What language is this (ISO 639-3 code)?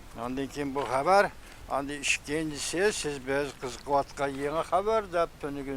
uig